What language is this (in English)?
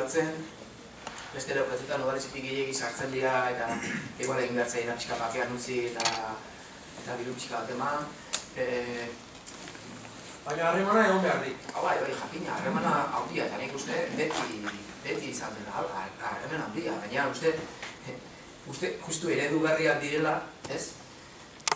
Basque